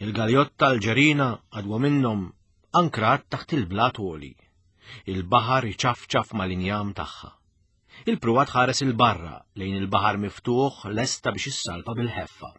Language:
Maltese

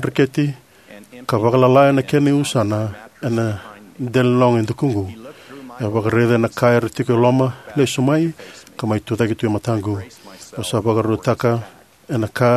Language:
Fijian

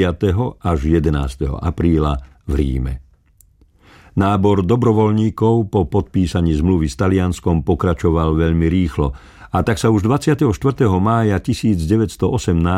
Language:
Slovak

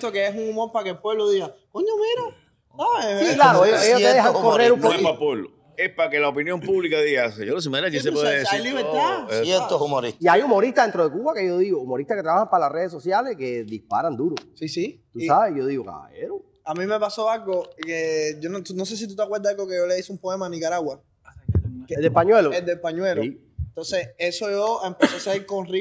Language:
Spanish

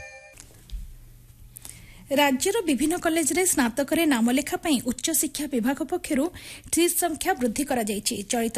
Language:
Odia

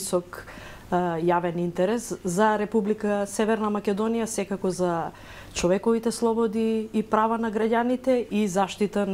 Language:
Macedonian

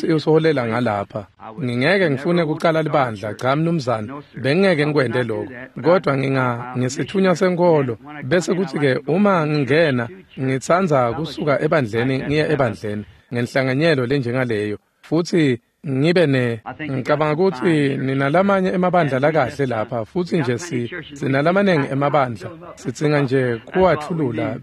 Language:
Swati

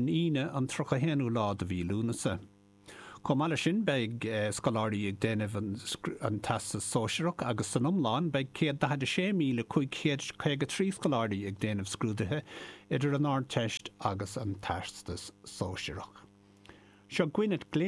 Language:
Irish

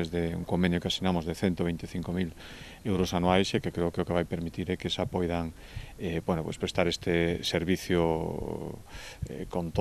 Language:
Galician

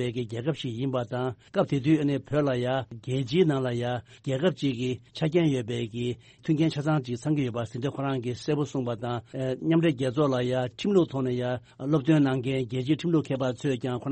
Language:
Tibetan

